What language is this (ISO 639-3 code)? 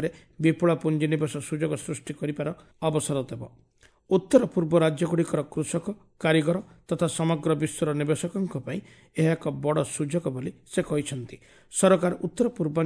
ori